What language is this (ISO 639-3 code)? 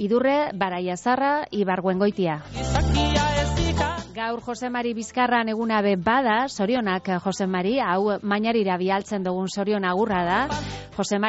eus